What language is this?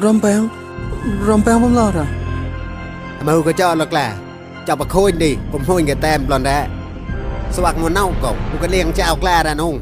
Mon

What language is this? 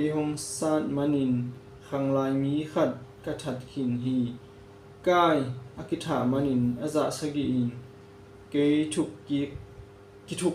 Tedim Chin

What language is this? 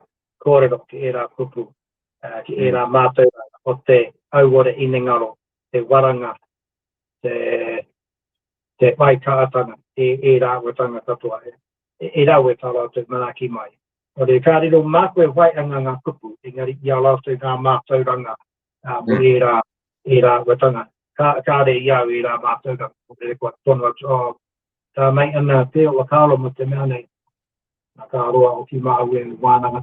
Māori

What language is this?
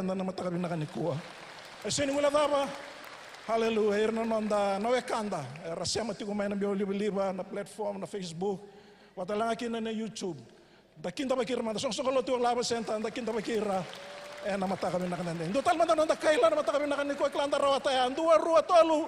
Fijian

